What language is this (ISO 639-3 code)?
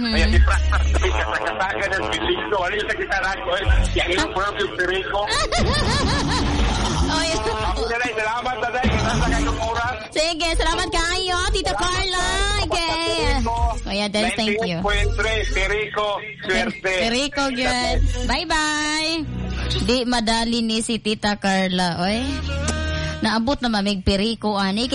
ceb